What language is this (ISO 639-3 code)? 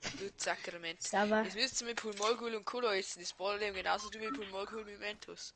bar